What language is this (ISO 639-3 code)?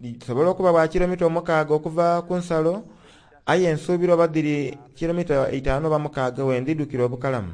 xog